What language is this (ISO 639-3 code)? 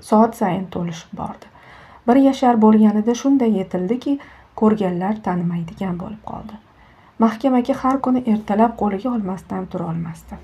uzb